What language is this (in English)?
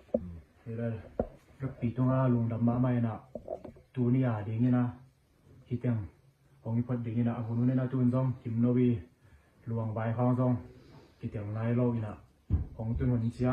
Tedim Chin